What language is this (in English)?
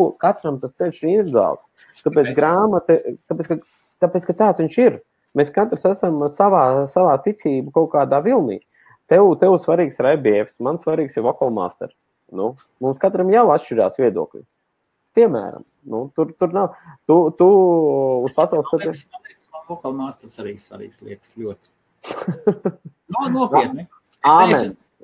Latvian